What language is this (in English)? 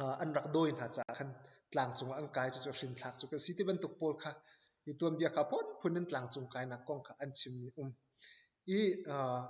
Hakha Chin